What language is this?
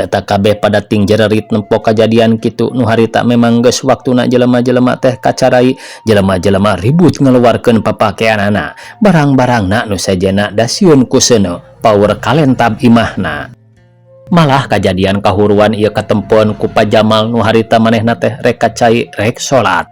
Sundanese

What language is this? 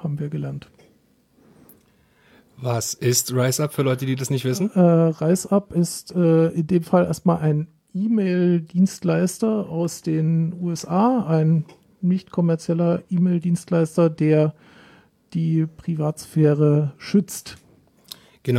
German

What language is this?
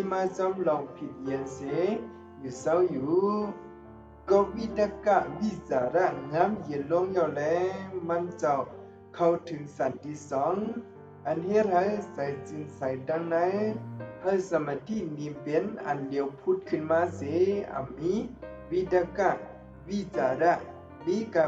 Shan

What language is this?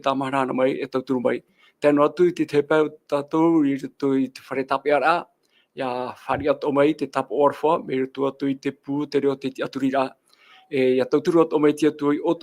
Tahitian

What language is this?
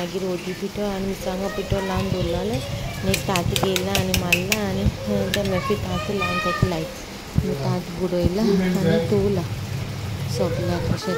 Konkani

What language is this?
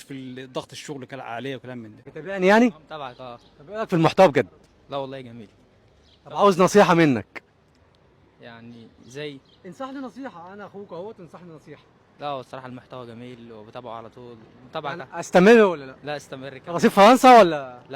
Egyptian Arabic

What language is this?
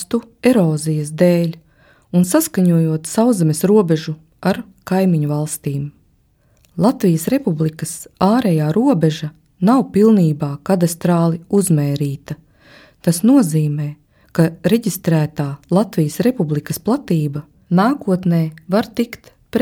Latvian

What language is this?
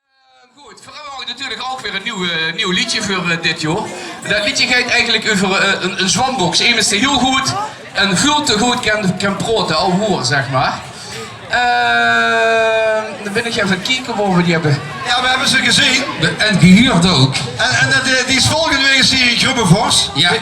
Limburgish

